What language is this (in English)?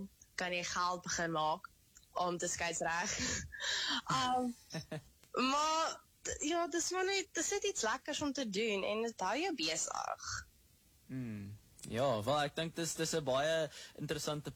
Afrikaans